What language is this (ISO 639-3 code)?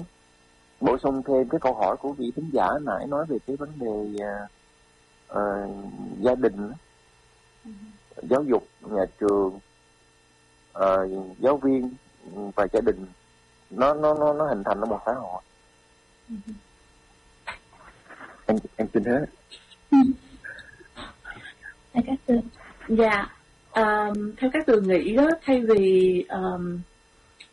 vie